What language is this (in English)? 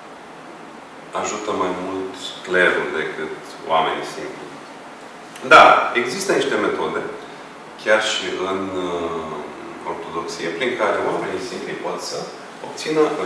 Romanian